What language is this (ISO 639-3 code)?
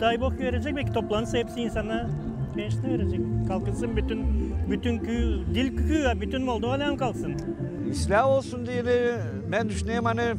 gag